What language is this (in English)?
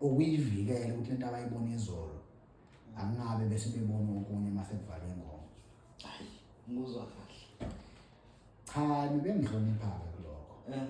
Zulu